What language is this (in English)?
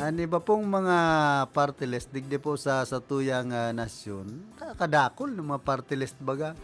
Bikol